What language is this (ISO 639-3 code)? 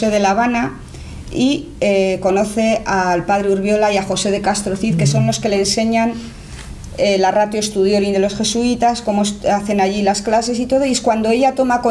spa